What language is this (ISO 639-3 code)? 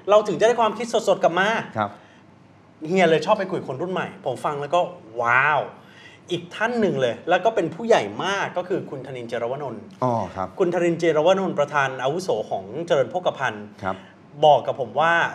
tha